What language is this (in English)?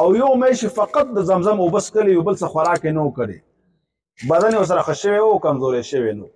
Pashto